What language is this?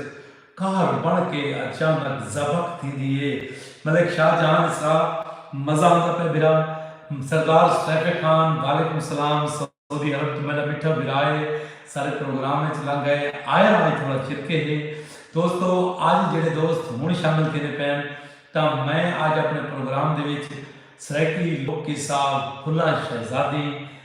Saraiki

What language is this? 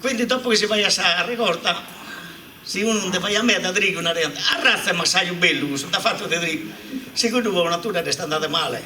Sardinian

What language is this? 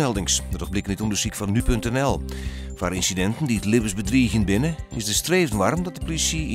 Western Frisian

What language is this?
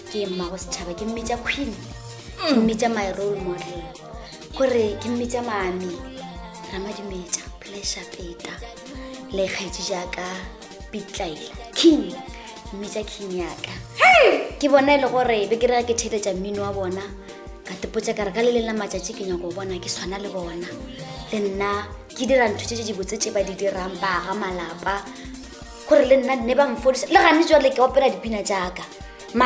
Northern Sotho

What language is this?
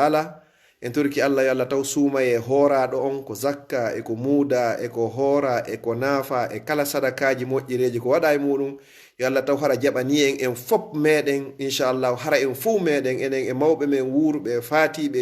Fula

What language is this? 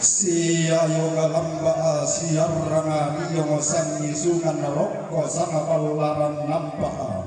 Toraja-Sa'dan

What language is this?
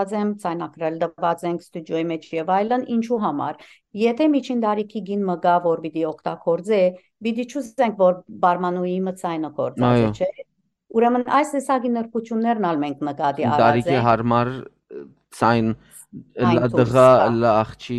Western Armenian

